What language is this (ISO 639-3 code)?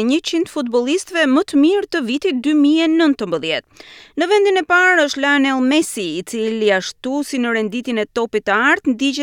sqi